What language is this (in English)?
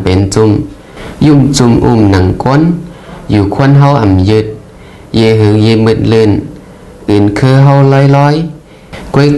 Shan